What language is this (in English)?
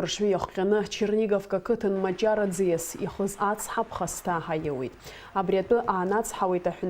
Abkhazian